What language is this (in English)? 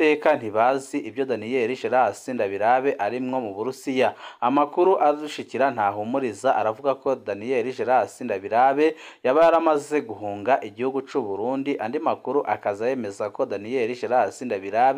Rundi